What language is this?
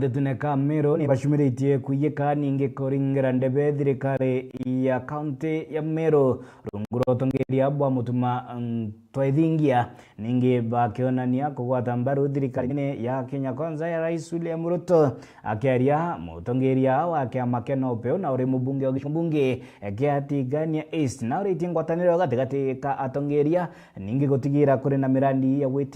Meru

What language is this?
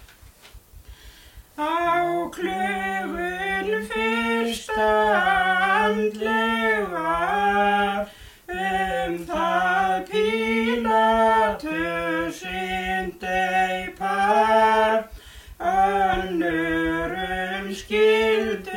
Icelandic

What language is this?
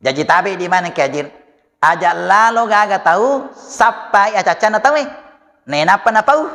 Buginese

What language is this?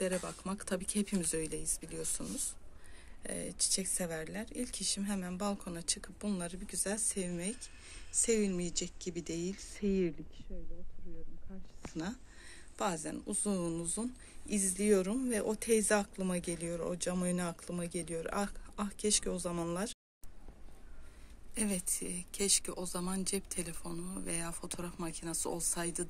Turkish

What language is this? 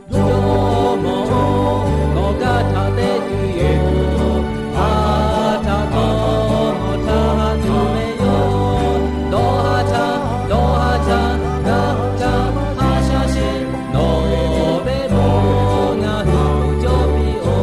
Lahu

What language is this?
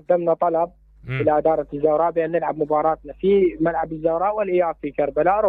Mesopotamian Arabic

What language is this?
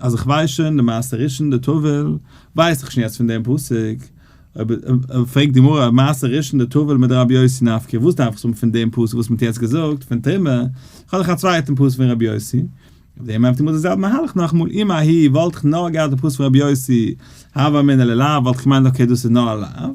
Yiddish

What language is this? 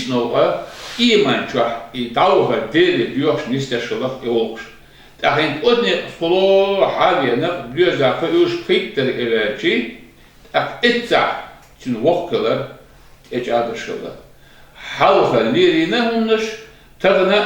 Chechen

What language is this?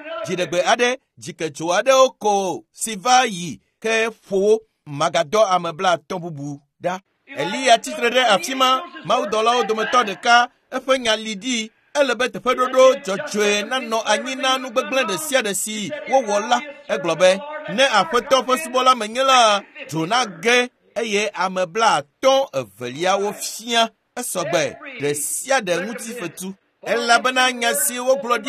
Ewe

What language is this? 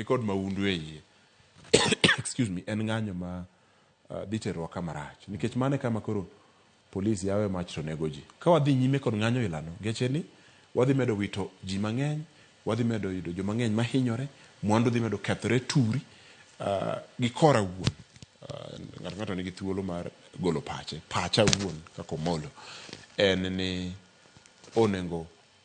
Luo (Kenya and Tanzania)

